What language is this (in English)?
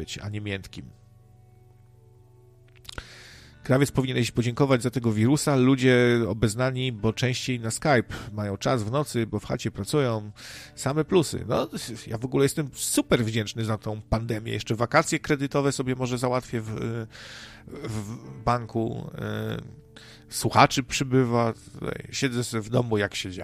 Polish